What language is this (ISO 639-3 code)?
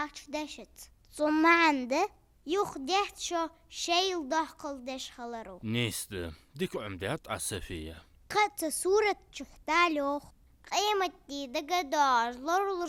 inh